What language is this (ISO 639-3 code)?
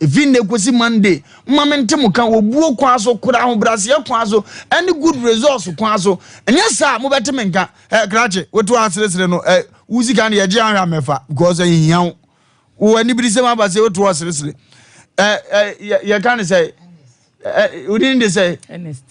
aka